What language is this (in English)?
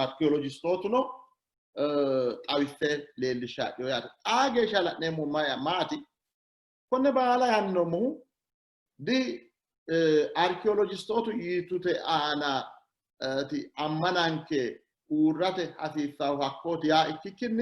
Sidamo